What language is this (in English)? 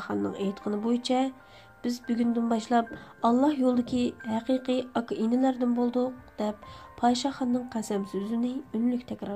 Uyghur